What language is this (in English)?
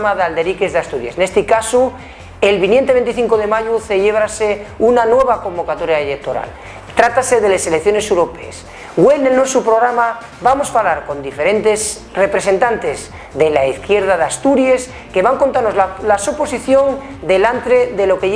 Asturian